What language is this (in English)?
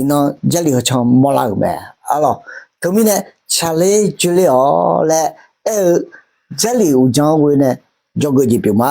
Akha